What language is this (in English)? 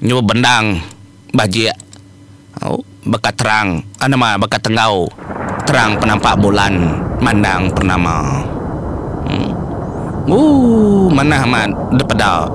Iban